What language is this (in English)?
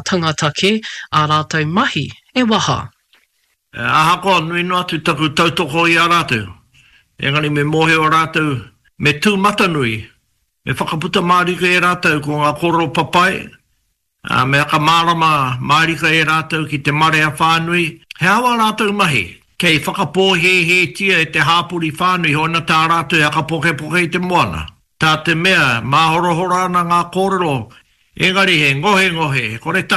Māori